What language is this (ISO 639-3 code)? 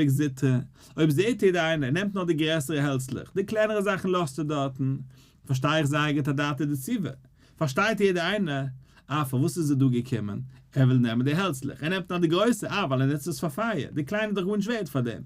yid